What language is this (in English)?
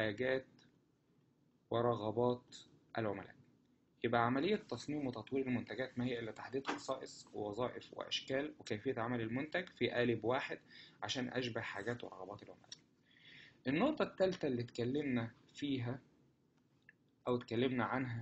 Egyptian Arabic